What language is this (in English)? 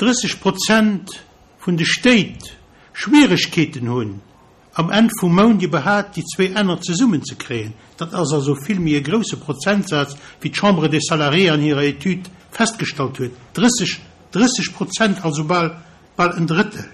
Luxembourgish